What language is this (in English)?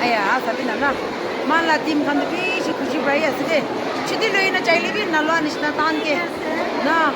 Naga Pidgin